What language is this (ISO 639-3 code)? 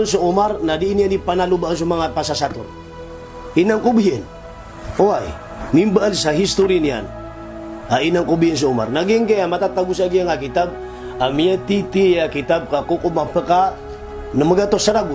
mrw